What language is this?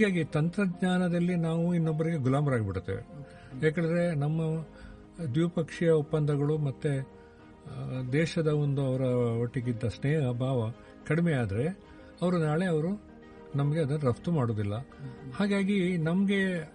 Kannada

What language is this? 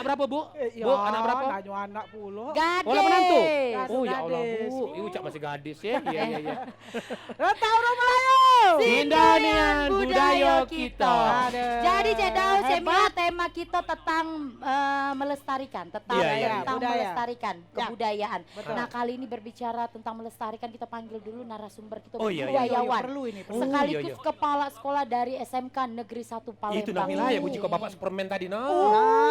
Musi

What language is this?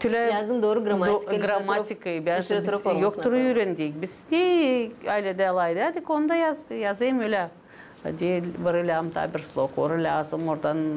Gagauz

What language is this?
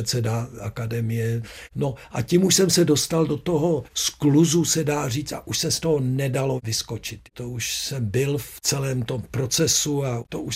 Czech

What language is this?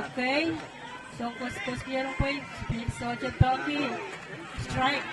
Pohnpeian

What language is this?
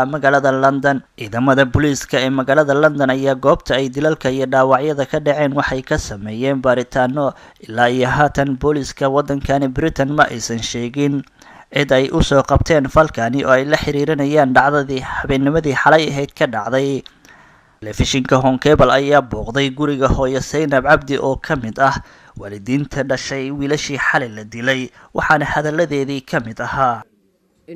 Somali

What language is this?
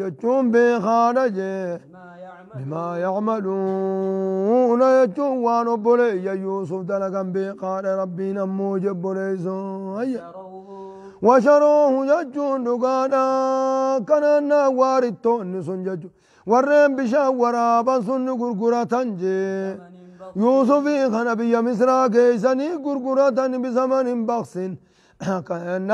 Oromo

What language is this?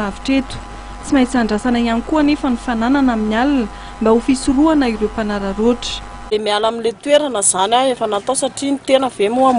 Malagasy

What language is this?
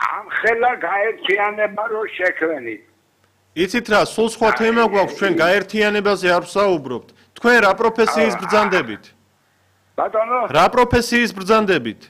Georgian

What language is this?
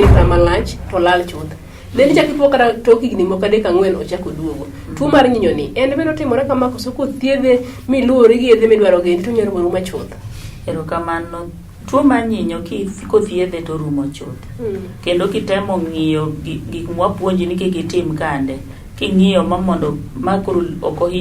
Luo (Kenya and Tanzania)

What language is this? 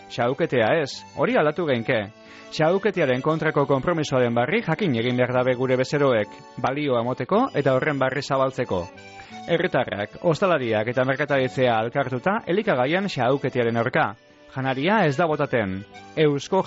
Basque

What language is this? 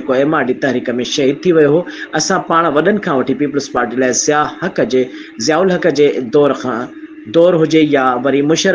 Sindhi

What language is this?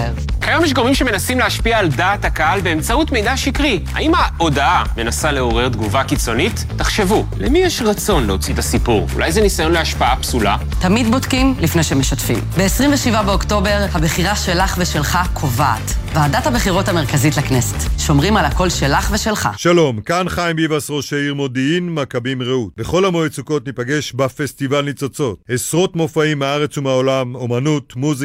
Hebrew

